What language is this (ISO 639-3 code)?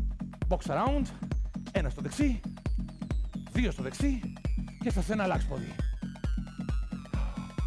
ell